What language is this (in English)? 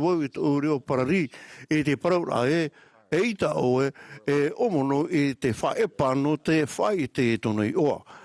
Tahitian